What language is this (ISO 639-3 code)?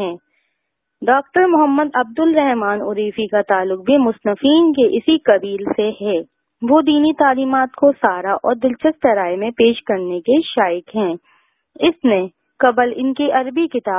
urd